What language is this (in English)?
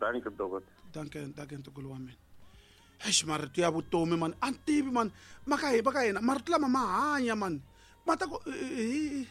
Tsonga